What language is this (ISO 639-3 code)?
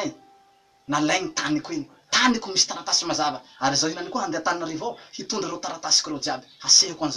mlg